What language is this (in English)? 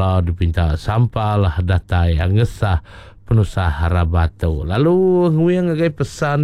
Iban